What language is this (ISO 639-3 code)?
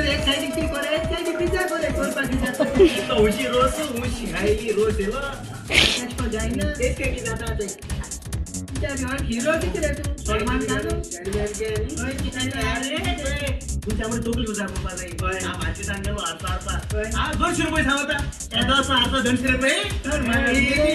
kok